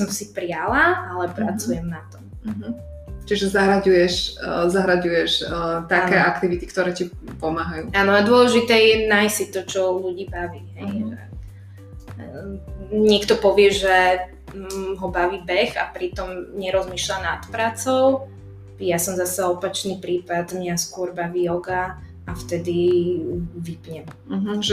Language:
Slovak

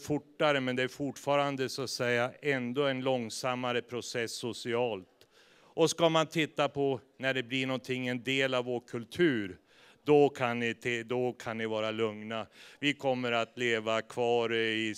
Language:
Swedish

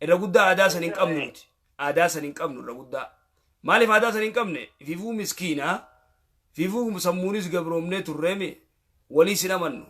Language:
Oromo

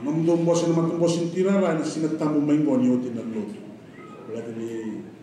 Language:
Fijian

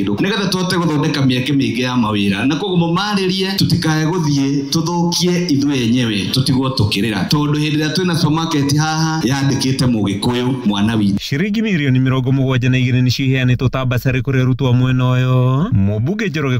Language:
Kikuyu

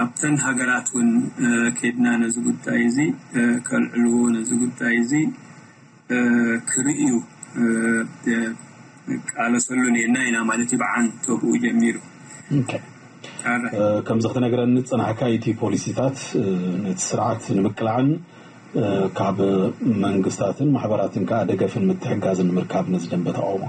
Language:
Tigrinya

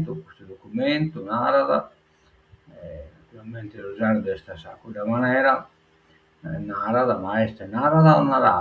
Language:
Sardinian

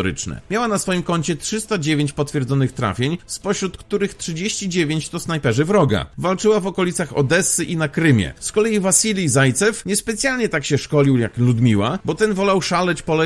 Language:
Polish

